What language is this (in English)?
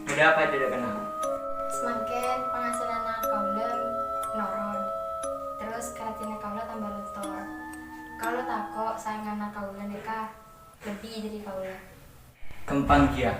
Madurese